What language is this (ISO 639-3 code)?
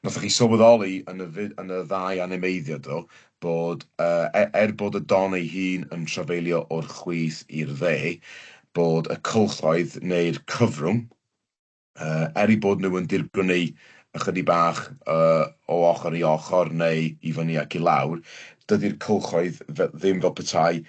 cym